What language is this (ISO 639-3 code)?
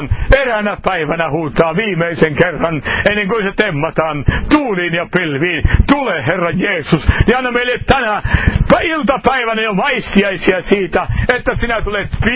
fin